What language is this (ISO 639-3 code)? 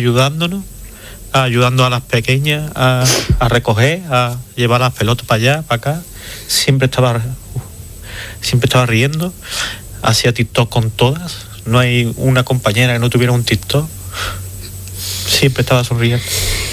spa